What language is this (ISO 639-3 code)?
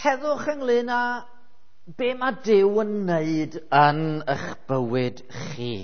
cym